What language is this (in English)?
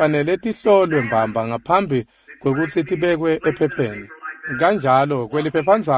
Swati